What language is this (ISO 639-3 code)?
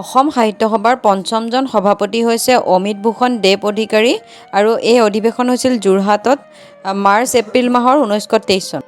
asm